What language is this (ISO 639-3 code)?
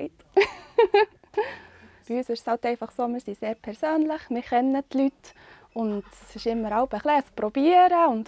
gsw